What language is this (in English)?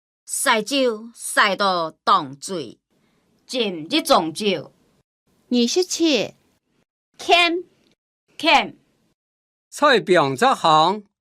Hakka Chinese